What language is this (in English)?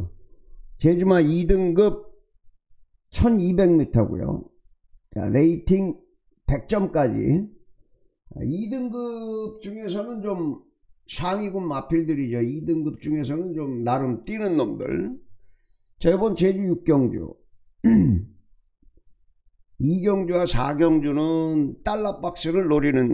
Korean